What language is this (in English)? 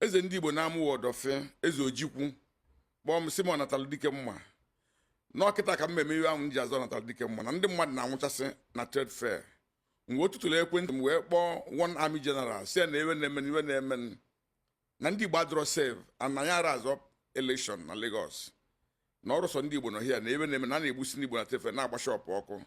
Igbo